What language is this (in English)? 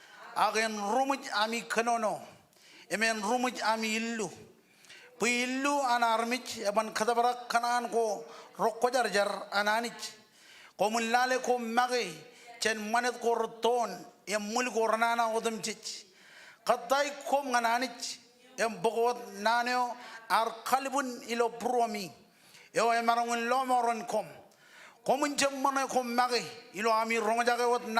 Marshallese